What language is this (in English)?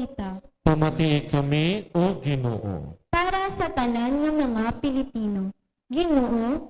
Hiligaynon